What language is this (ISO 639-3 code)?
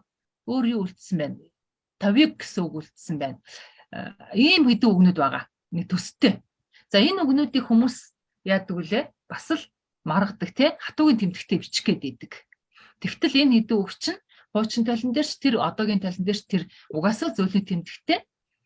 mon